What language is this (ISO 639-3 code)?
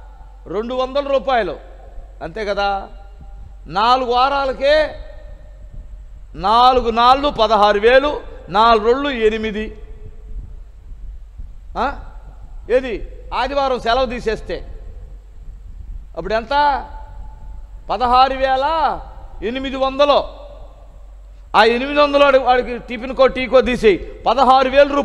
tel